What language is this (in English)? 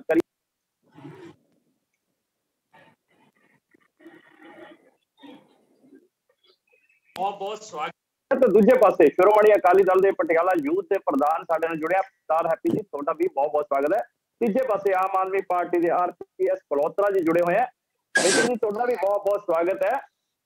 Punjabi